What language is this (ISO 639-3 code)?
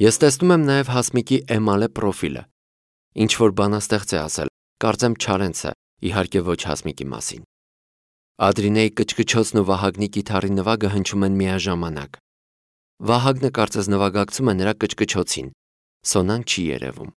hye